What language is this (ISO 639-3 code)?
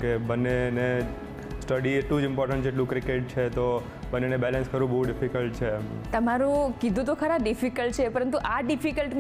guj